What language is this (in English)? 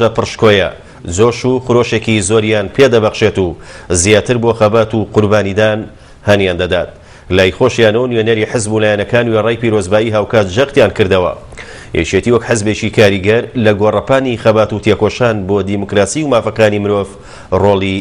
Central Kurdish